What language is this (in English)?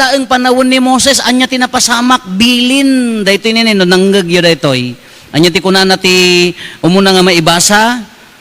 Iloko